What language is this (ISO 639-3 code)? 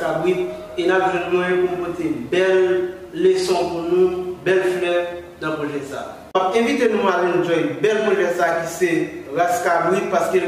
hat